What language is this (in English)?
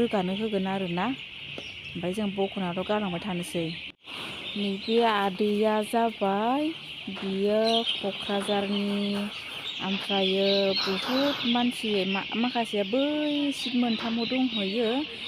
Bodo